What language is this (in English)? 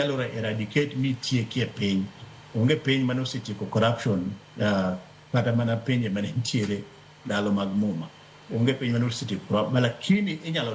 Luo (Kenya and Tanzania)